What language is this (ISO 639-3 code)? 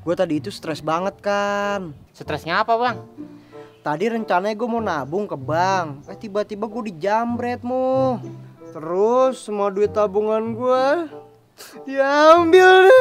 bew